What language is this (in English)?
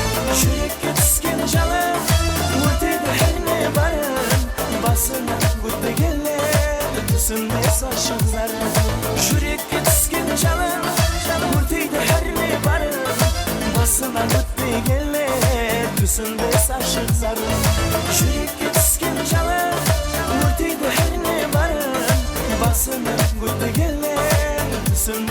Kara-Kalpak